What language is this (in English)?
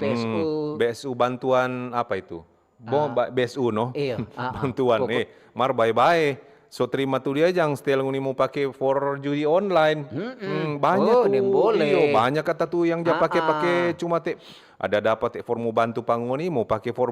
Manado Malay